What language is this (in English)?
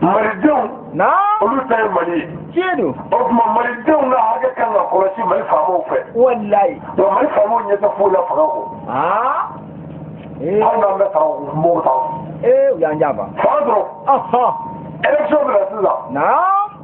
Bambara